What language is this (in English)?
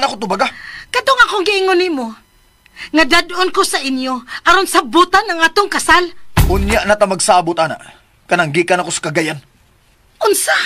Cebuano